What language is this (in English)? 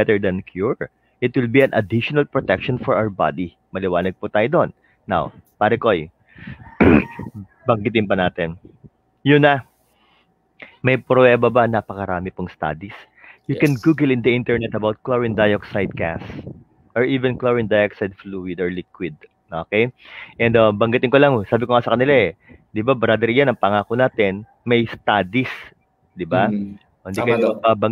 Filipino